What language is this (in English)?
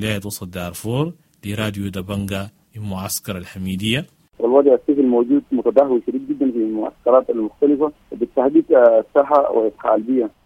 Sudanese Arabic